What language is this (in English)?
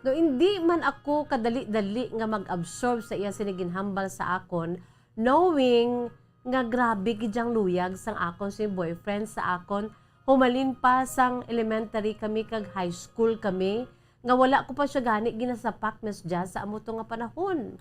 Hiligaynon